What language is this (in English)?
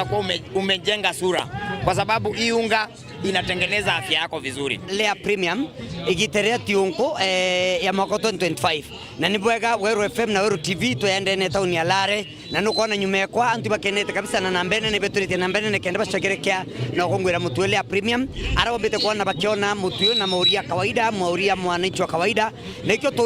Meru